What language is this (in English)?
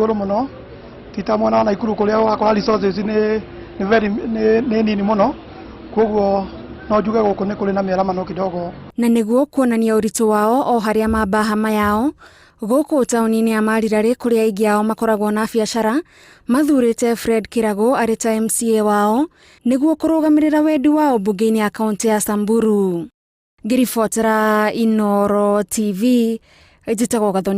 Kikuyu